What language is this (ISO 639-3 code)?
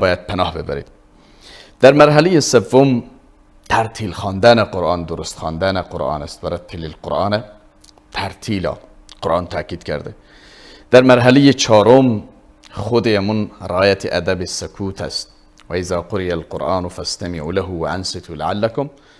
fas